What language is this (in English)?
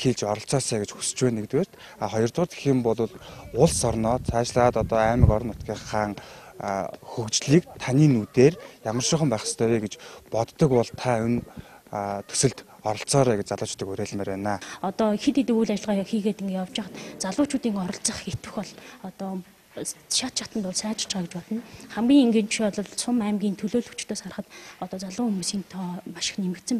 Mongolian